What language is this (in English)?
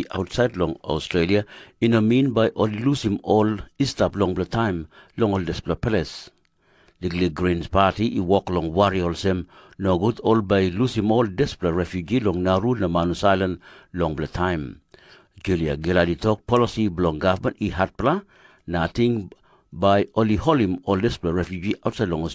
Tok Pisin